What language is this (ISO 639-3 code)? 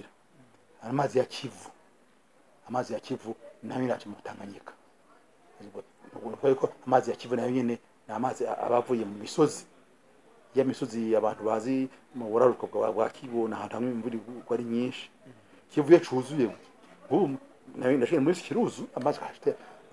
run